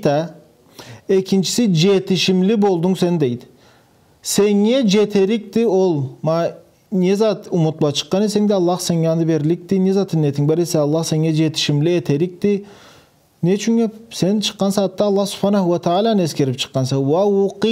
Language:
Karachay-Balkar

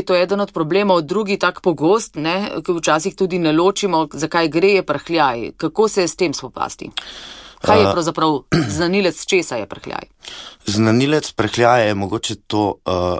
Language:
Slovenian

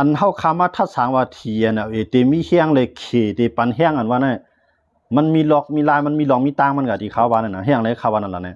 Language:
Shan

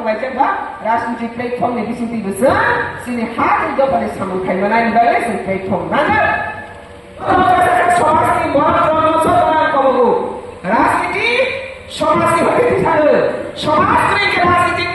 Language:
Riang (India)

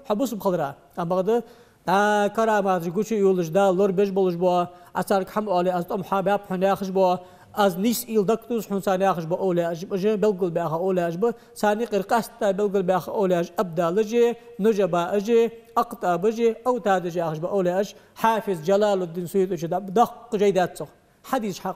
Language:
Ingush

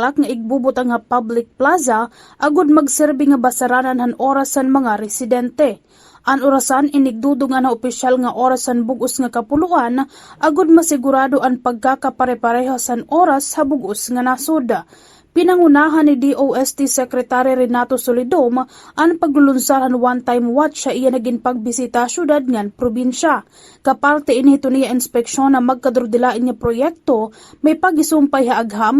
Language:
Waray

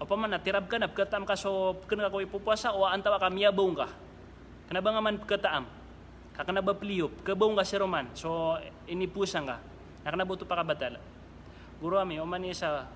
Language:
Maranao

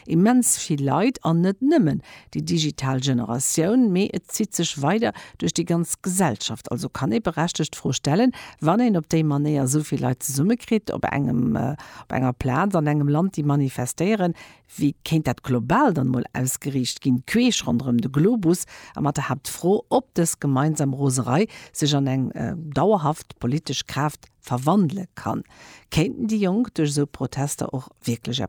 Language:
Luxembourgish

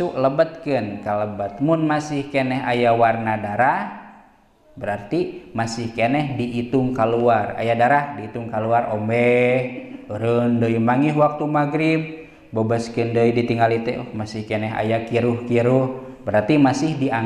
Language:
Sundanese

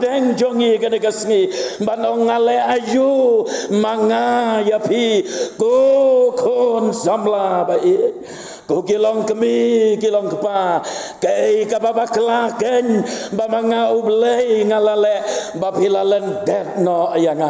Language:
Khasi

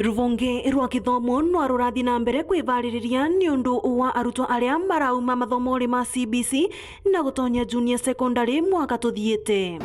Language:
Meru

